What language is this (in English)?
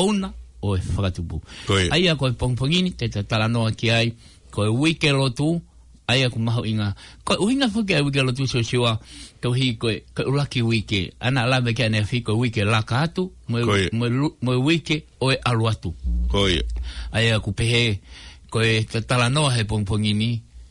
Tongan